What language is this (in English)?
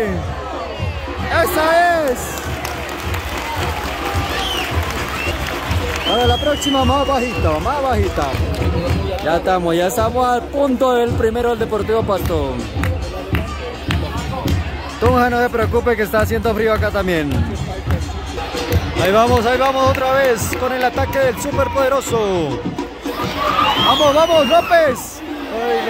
Spanish